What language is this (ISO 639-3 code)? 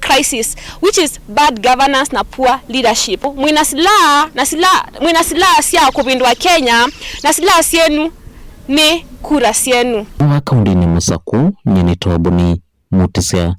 kam